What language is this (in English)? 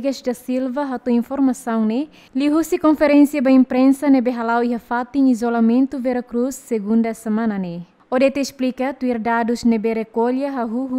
Tetum